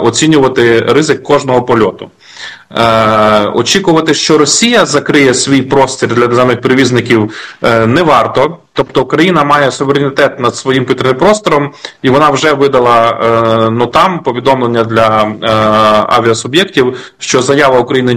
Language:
Ukrainian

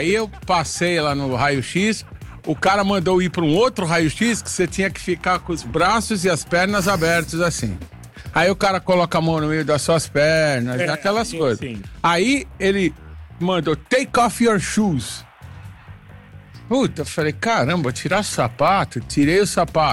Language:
Portuguese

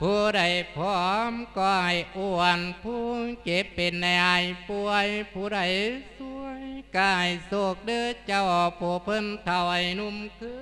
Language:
Lao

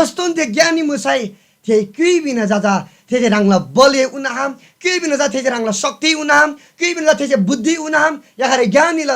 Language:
Eastern Tamang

